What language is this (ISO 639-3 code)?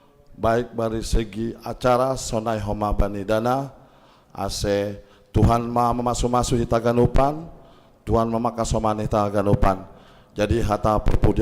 bts